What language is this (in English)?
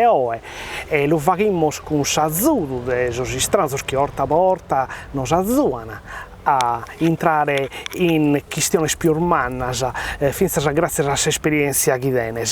Sardinian